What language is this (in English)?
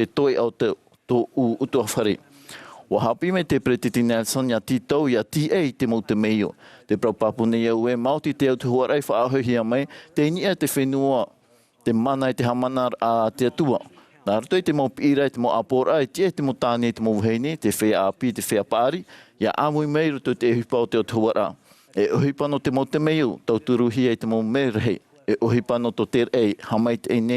Tahitian